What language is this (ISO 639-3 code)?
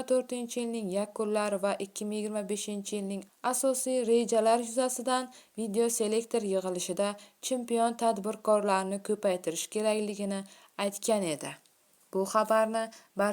uzb